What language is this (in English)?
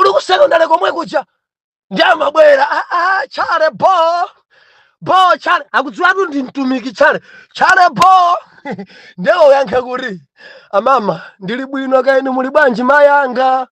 Nyanja